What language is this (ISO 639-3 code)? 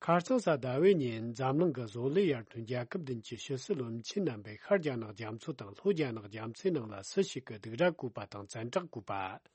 bod